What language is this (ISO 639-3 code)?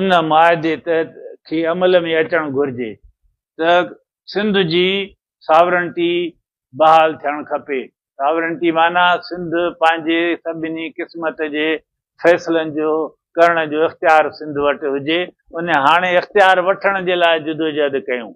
snd